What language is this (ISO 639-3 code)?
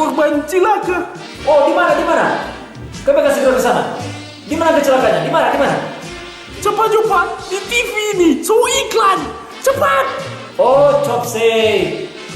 xmm